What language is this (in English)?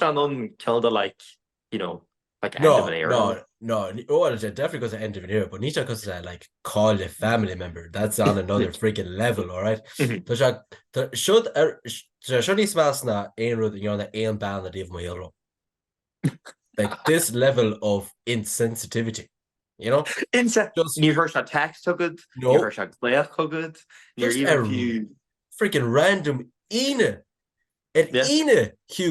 Irish